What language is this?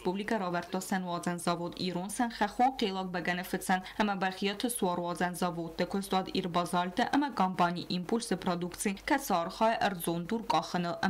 Ossetic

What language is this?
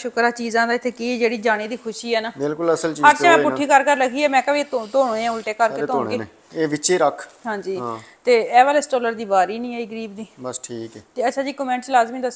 Punjabi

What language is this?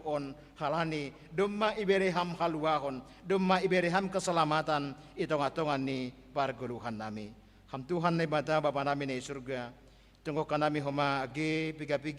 Batak Simalungun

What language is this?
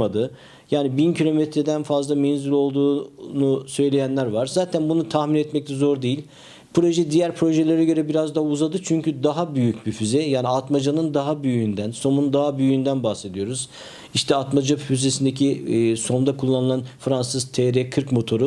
Turkish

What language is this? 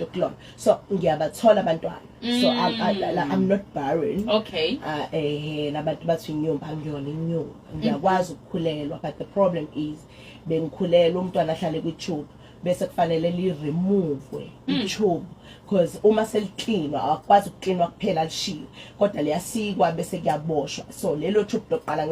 Zulu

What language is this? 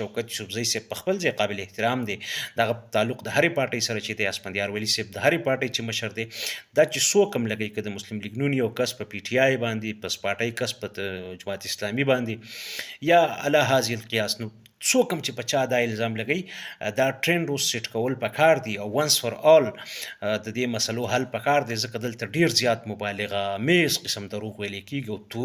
Pashto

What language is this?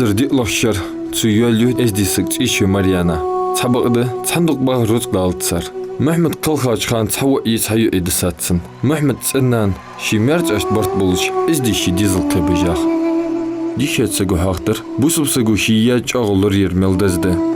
Ingush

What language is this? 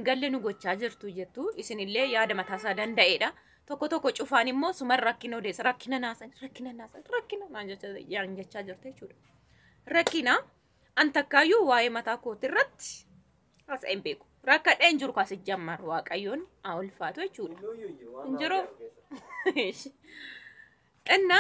Oromo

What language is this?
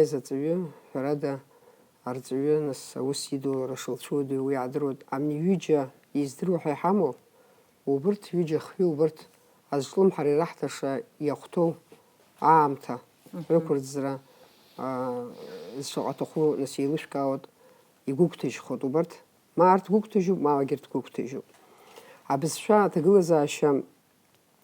Abkhazian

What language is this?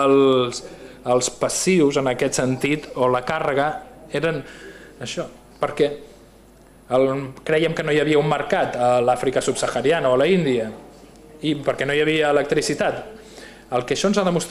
Catalan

